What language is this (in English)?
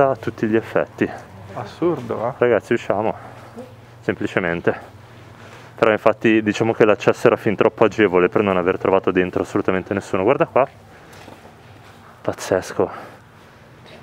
Italian